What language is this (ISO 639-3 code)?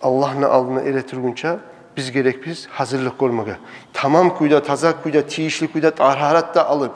kum